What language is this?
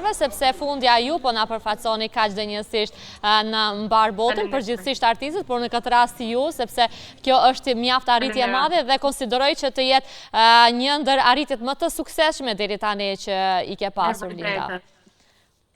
Albanian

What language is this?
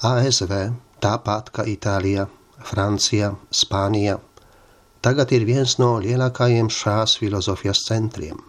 Latvian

